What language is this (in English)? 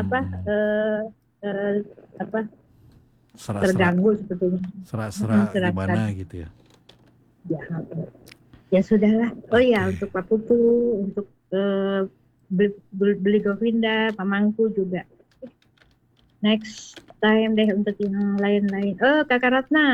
Indonesian